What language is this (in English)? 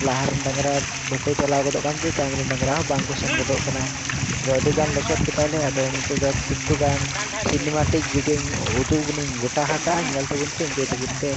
Santali